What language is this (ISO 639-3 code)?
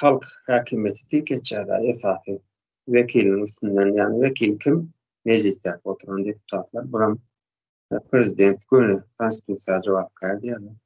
tuk